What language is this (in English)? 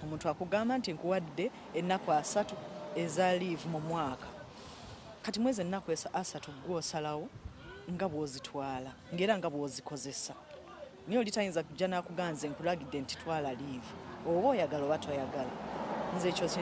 Ganda